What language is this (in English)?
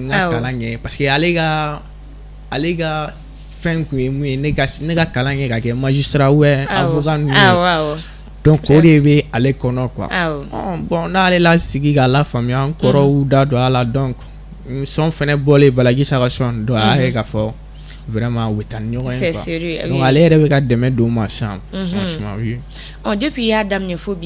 Bambara